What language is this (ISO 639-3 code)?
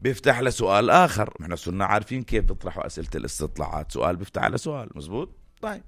apc